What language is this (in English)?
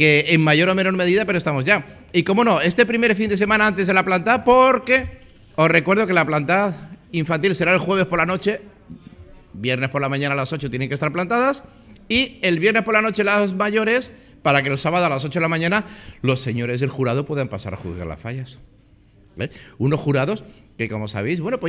Spanish